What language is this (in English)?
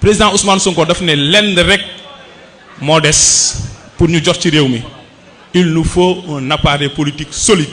Wolof